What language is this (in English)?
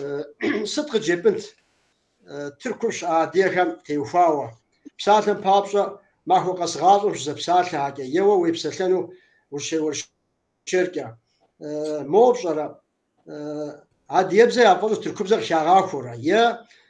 Kabardian